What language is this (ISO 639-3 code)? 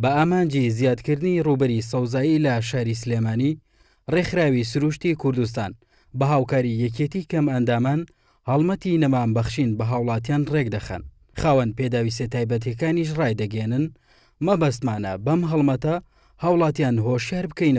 ckb